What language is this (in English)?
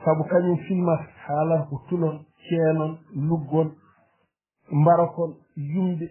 Fula